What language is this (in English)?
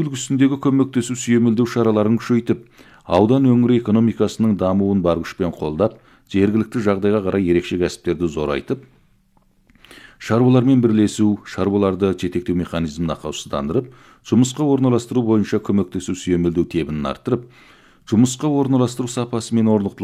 Kazakh